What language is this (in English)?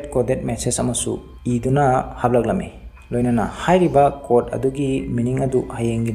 Manipuri